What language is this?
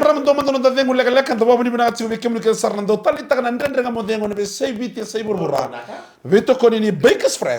Fijian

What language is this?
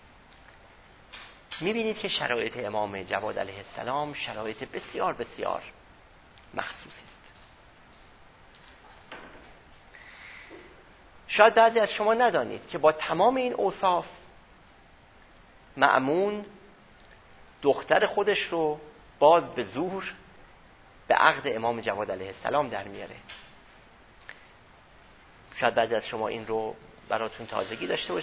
Persian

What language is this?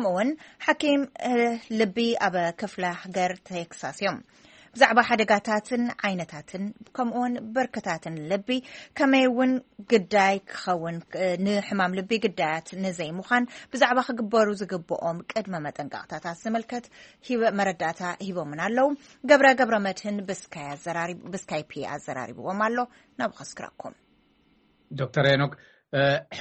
Tigrinya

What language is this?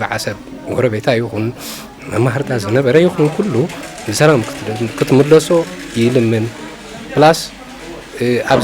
Tigrinya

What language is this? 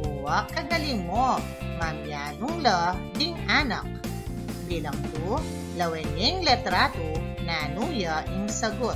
Pampanga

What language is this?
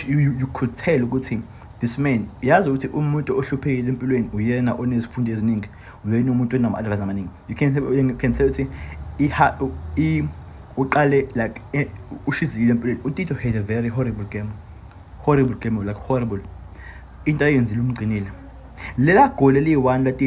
Zulu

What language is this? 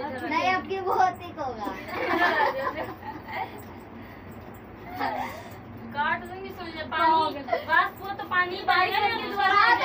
Hindi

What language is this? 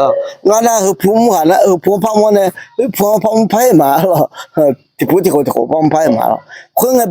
Akha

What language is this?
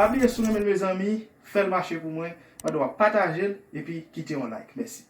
Haitian Creole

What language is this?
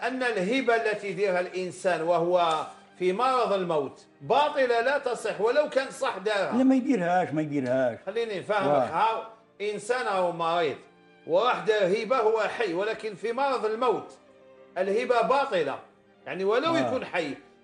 Algerian Arabic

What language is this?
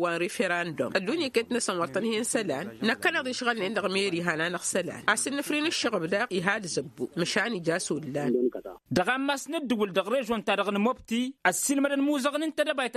Tamasheq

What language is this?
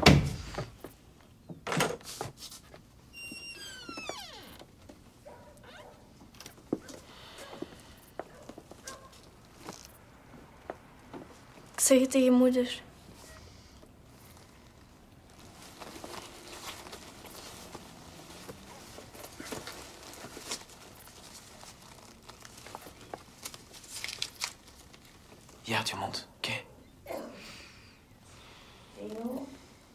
Dutch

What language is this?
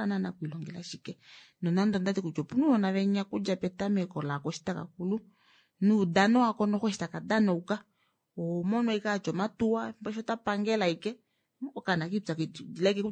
Kuanyama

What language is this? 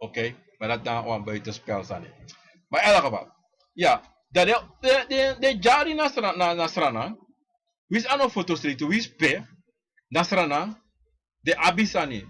Sranan Tongo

